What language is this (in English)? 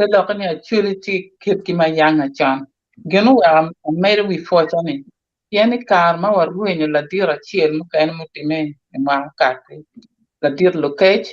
Acoli